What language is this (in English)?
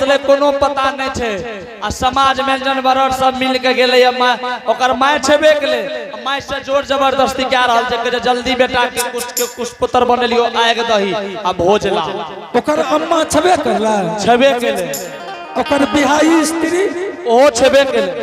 Angika